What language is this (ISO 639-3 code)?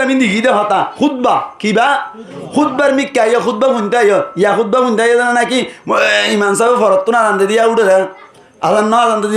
rhg